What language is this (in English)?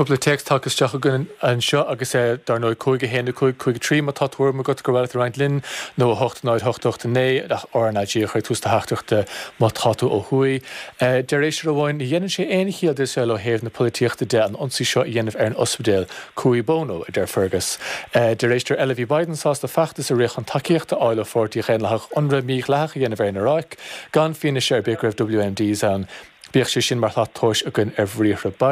Irish